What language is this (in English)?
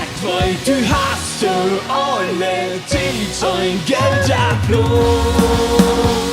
Plautdietsch